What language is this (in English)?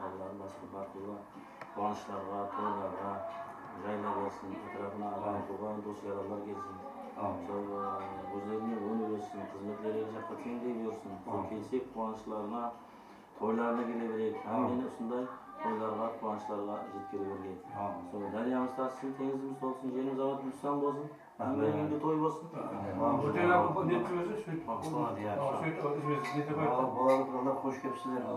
Kara-Kalpak